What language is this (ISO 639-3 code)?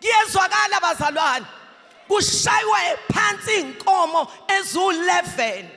zul